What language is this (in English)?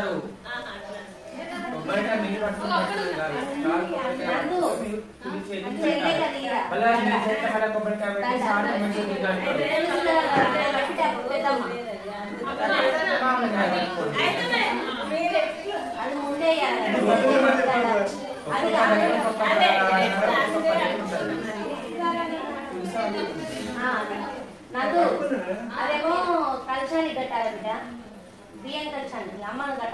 Telugu